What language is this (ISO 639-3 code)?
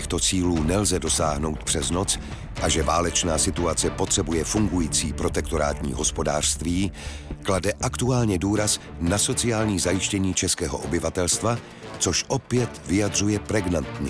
ces